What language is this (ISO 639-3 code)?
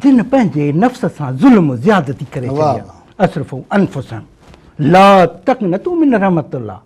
snd